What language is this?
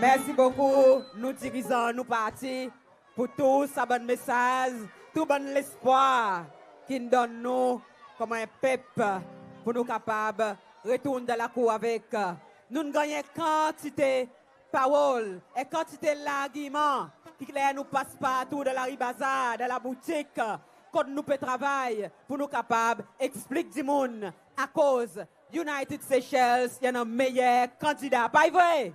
Seselwa Creole French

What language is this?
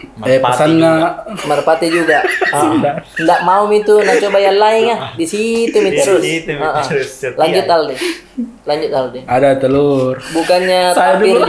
Makassar Malay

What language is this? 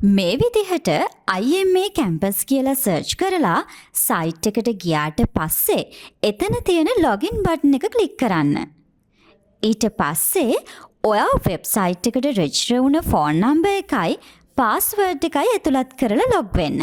Sinhala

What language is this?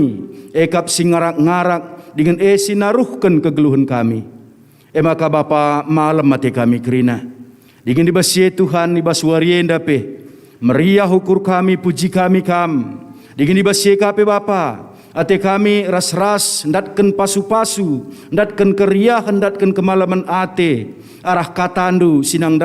Batak Karo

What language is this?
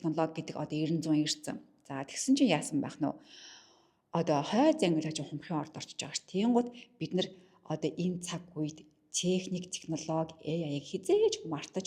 Mongolian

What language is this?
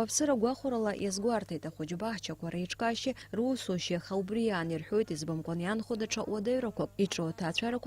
Abkhazian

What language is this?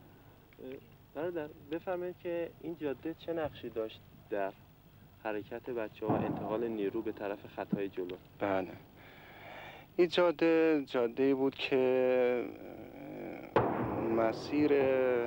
Persian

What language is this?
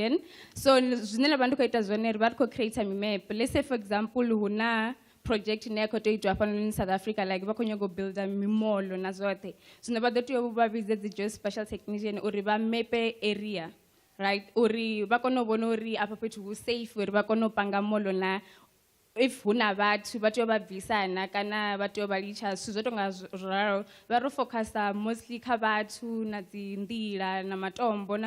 Venda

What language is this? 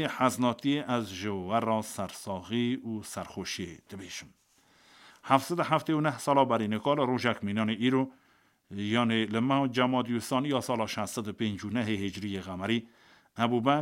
Kurdish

